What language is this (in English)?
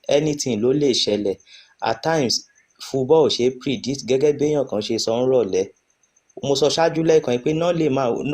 Yoruba